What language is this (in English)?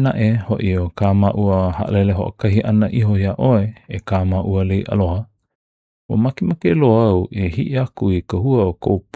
Hawaiian